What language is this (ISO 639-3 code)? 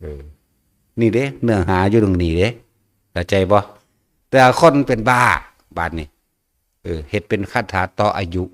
tts